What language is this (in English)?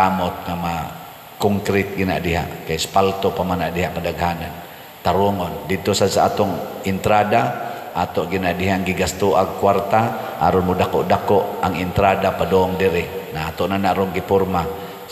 Cebuano